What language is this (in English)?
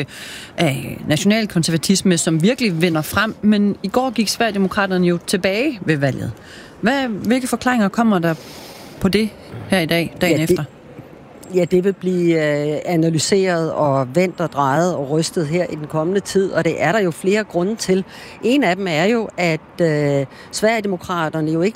Danish